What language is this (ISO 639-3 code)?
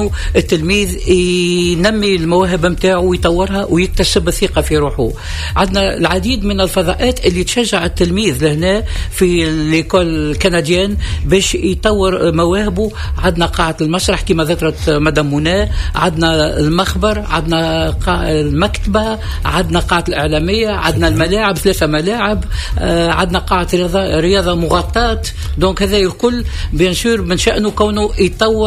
aeb